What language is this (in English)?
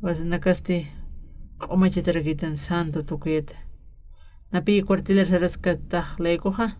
Aymara